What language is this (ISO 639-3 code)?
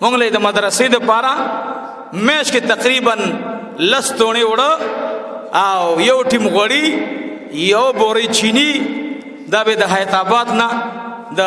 pus